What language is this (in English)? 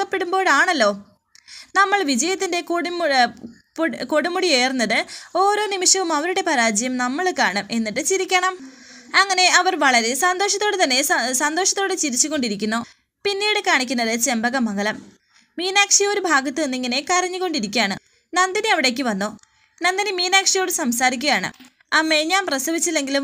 Malayalam